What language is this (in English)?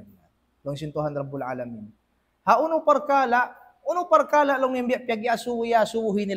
Tausug